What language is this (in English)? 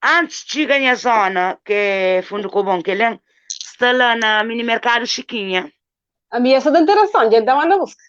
Kabuverdianu